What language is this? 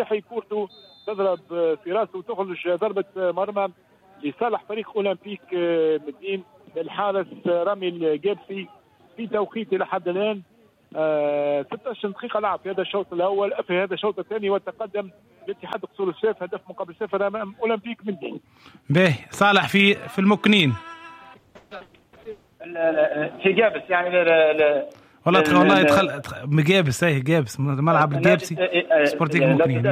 Tunisian Arabic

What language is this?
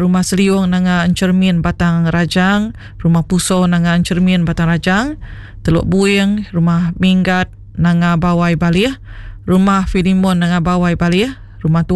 Iban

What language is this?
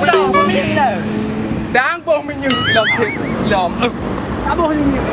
Achinese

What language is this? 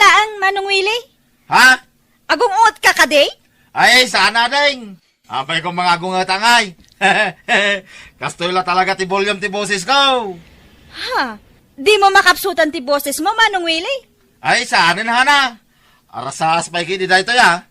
Iloko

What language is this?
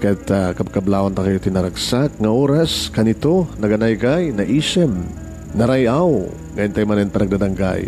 Iloko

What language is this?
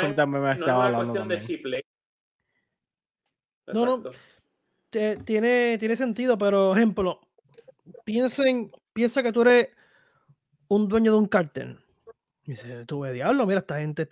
Spanish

